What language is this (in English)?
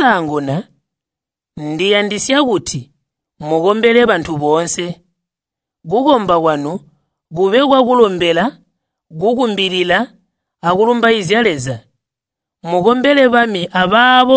Tonga (Zambia)